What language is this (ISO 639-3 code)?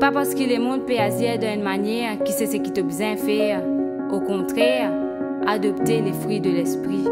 mfe